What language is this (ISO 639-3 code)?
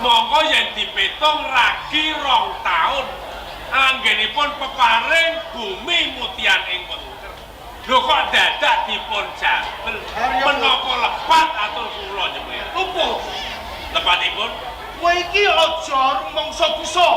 jav